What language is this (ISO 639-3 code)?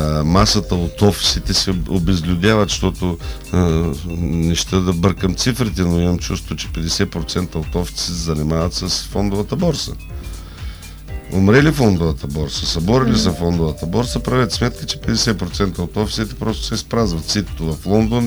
bul